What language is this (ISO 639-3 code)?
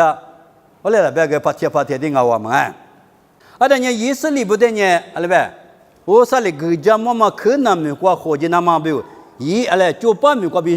lis